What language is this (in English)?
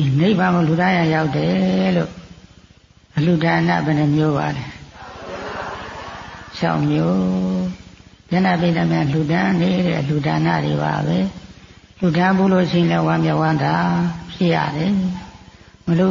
Burmese